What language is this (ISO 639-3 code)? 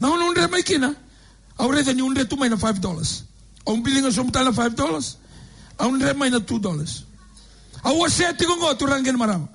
fij